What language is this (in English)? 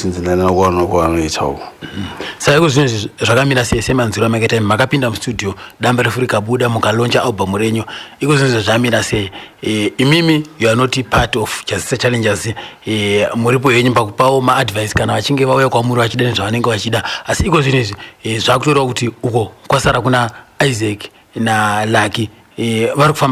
Shona